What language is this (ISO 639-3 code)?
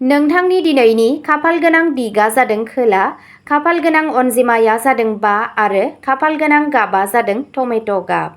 brx